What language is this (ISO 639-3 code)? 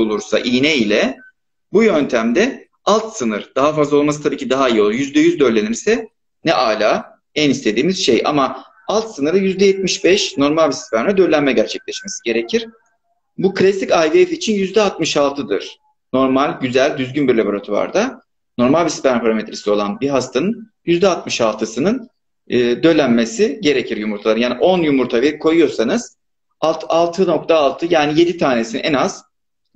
tur